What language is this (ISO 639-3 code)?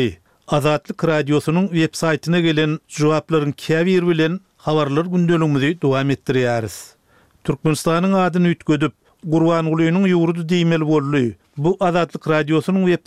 tuk